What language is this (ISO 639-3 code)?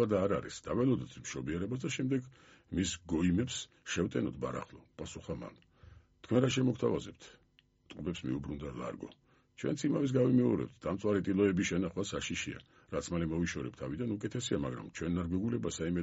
kat